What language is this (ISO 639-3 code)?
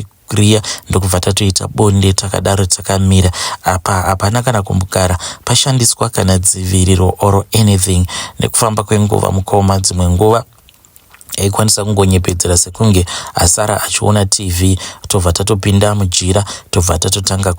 sna